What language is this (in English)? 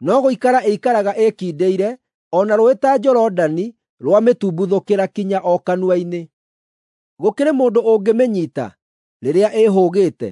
Kikuyu